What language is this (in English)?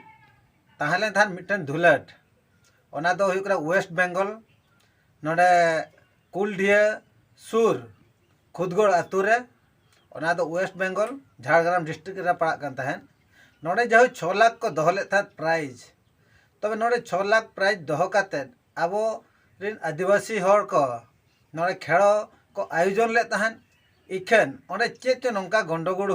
Santali